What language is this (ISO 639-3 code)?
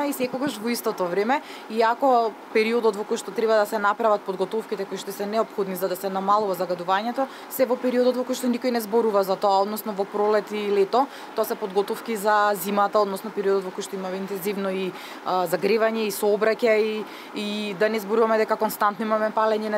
mkd